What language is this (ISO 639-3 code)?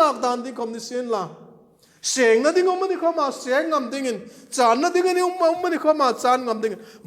hmr